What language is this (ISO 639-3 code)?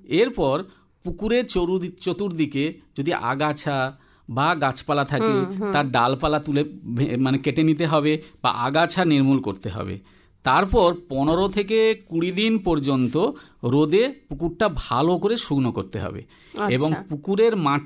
ben